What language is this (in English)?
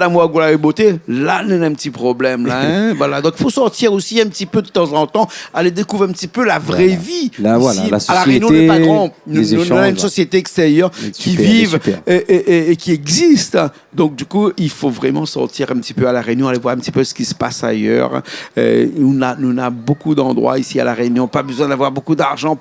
Réunion Creole French